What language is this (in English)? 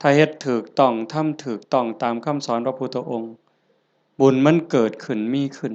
Northeastern Thai